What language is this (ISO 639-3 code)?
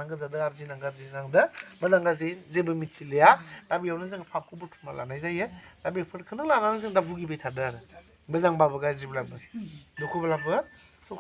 brx